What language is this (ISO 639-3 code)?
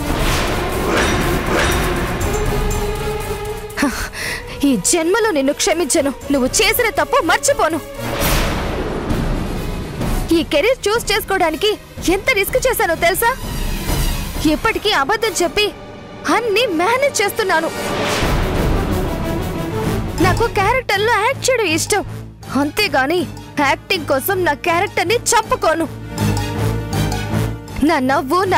tel